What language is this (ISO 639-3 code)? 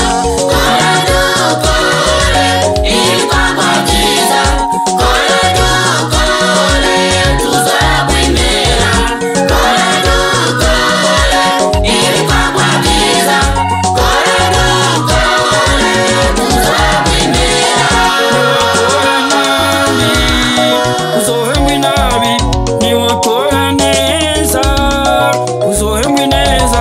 run